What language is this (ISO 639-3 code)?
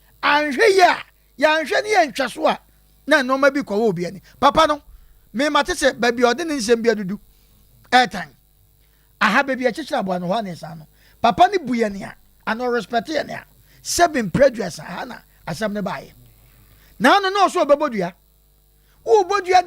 aka